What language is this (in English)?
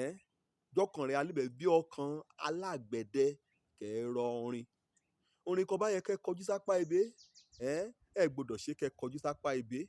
Yoruba